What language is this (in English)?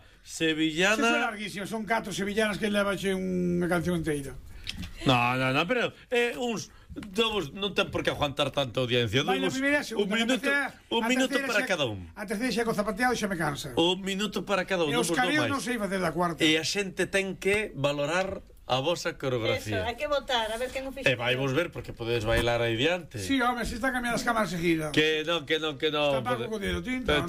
Galician